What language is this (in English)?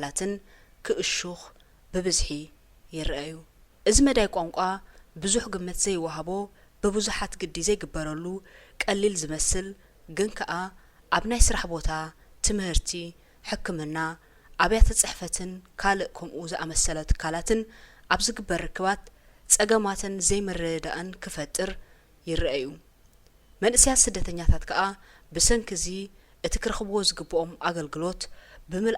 Tigrinya